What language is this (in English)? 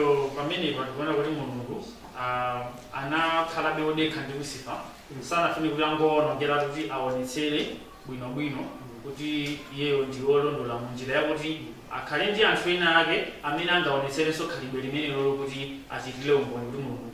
Nyanja